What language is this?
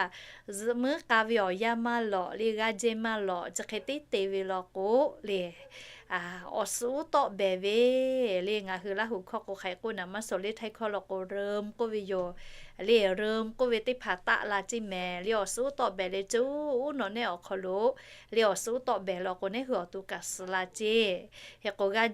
Lahu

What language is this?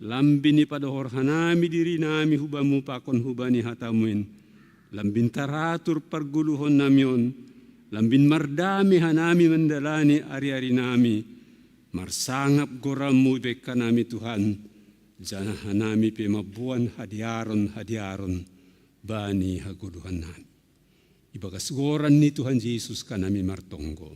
Batak Simalungun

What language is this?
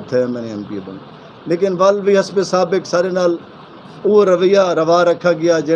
Saraiki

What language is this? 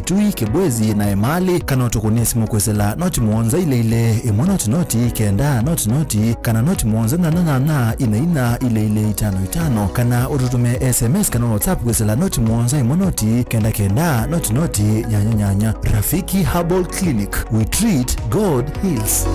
Kamba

